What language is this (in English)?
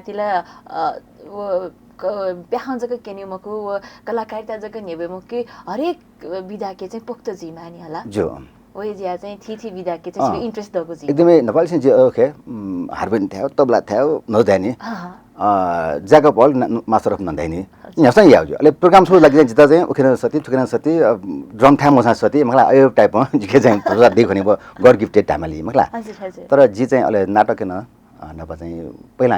Newari